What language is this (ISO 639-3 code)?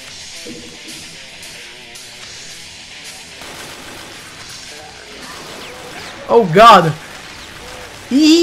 fra